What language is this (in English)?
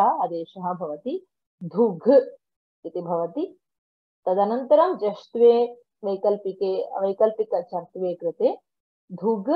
Sanskrit